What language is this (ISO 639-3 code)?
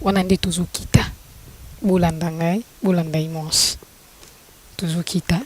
lin